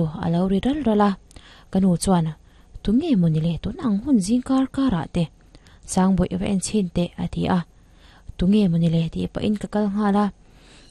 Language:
Mizo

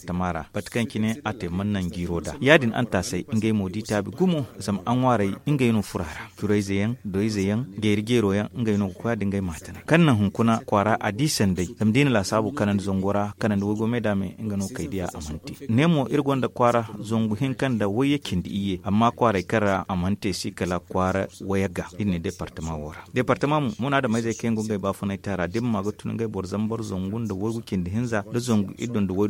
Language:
Zarma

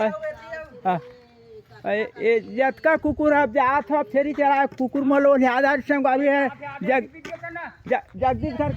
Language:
Chhattisgarhi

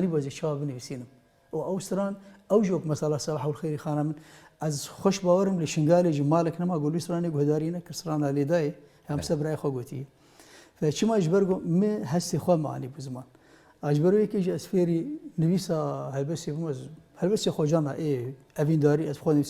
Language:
Kurdish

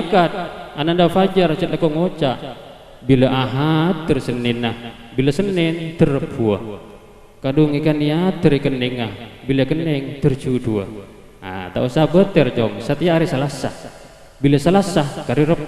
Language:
Madurese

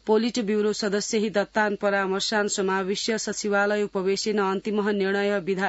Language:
Sanskrit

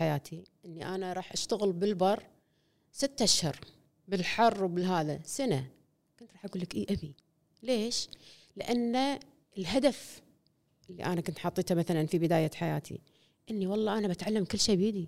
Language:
Gulf Arabic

